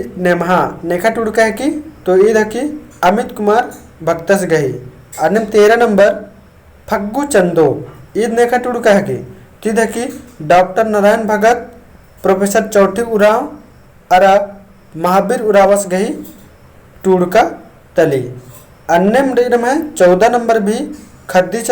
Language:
Kurukh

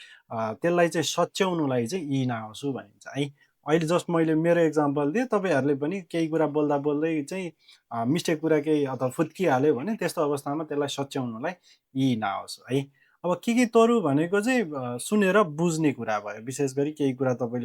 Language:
Nepali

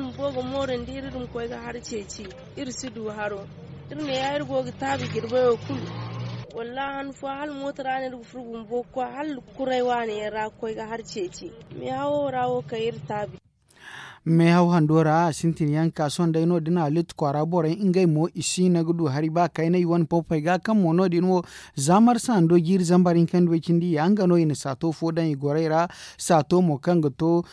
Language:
Zarma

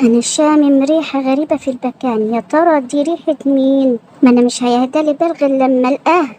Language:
Egyptian Arabic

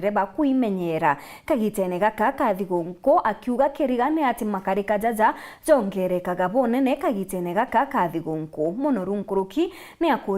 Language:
Meru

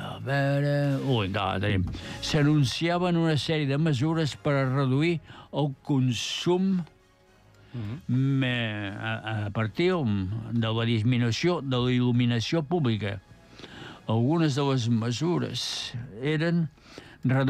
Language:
Catalan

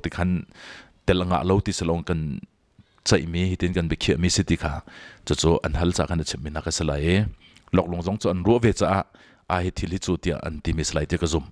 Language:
Hakha Chin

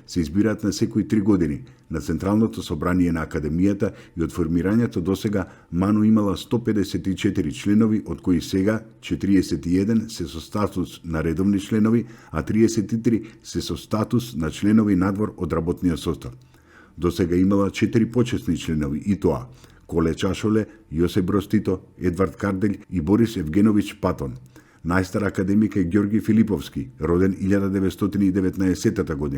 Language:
Macedonian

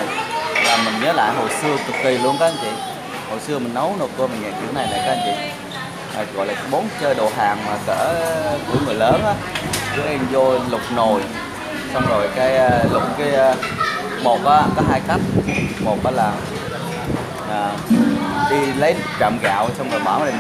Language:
Vietnamese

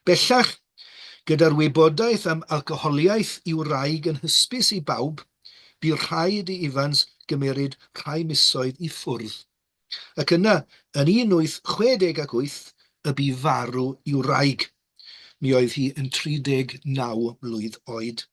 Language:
Welsh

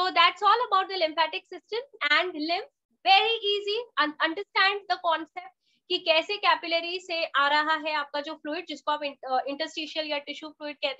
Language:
Hindi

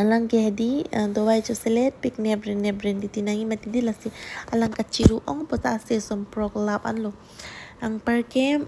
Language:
Karbi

